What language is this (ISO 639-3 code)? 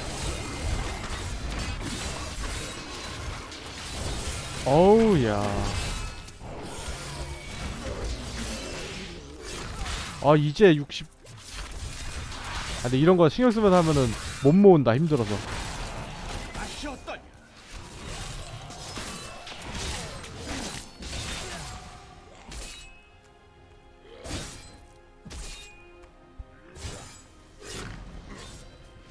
kor